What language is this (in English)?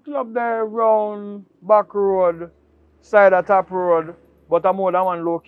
Jamaican Creole English